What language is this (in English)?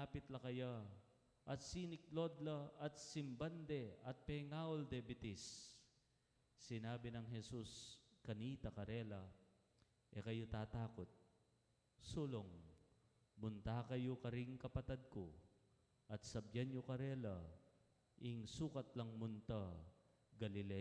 Pampanga